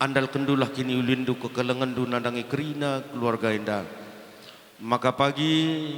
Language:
Batak Karo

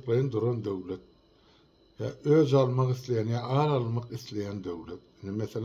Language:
Turkmen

